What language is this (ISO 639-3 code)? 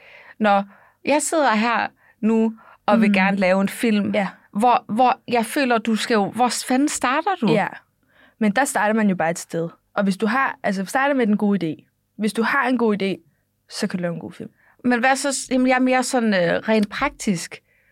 dan